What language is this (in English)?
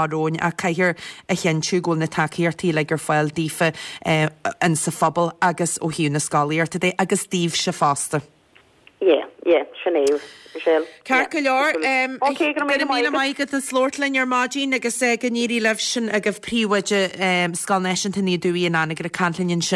Irish